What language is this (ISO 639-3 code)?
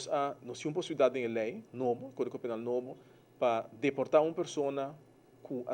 pap